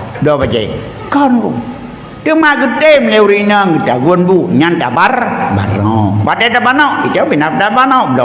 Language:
Achinese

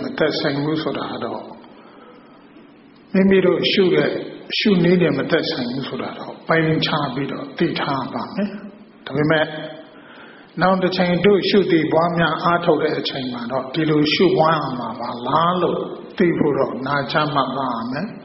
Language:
Burmese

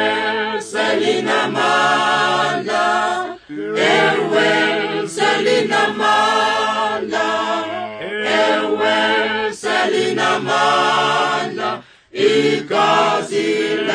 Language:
Zulu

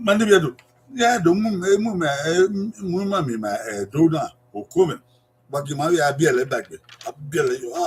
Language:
Bini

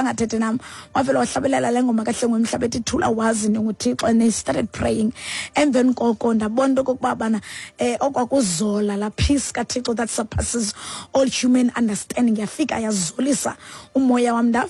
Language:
Xhosa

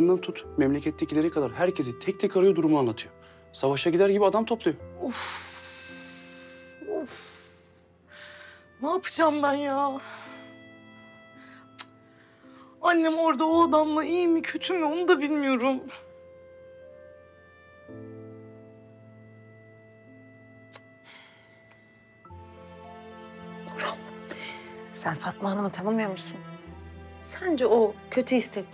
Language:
Turkish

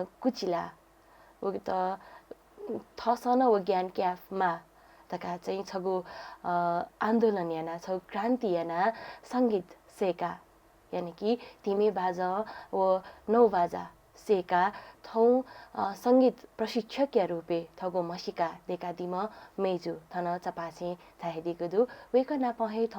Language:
Newari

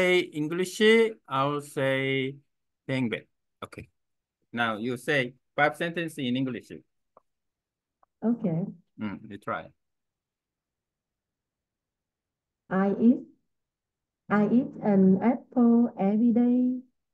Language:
Vietnamese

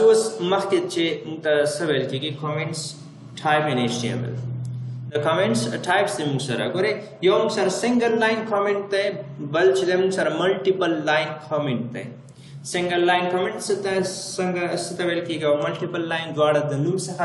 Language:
Pashto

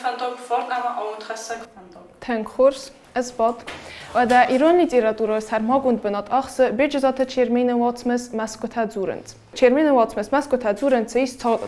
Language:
Ossetic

